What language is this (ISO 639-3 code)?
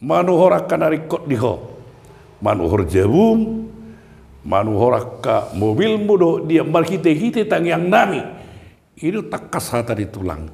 bbc